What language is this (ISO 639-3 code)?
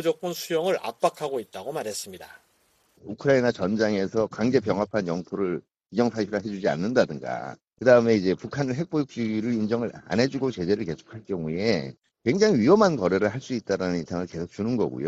kor